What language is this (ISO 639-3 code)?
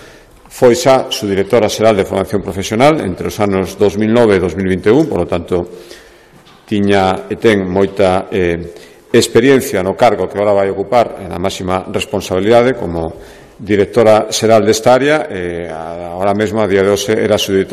glg